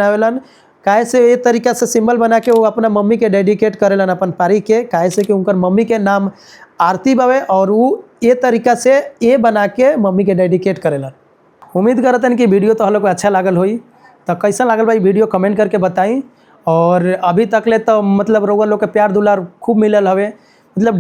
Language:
Bhojpuri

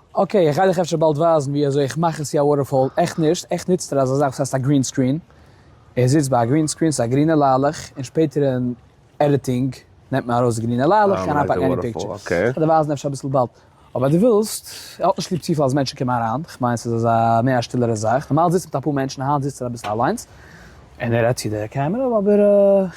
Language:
Yiddish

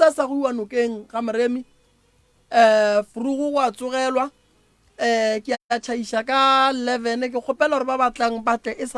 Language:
Northern Sotho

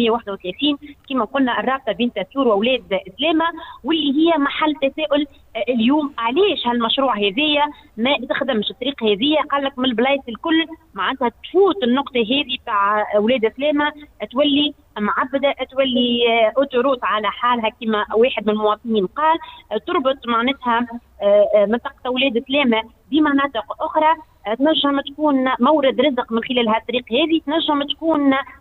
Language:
Tunisian Arabic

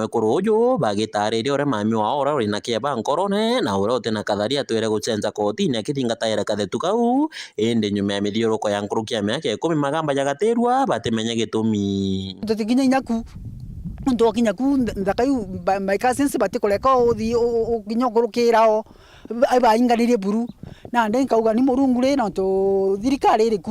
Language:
Meru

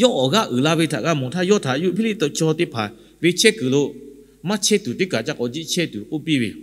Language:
Lahu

